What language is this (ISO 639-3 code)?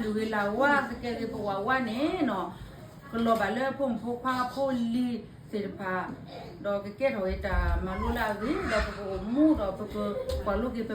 ksw